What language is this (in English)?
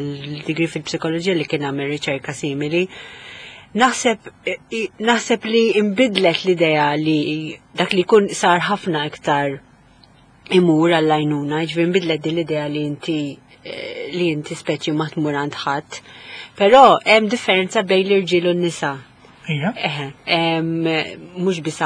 Maltese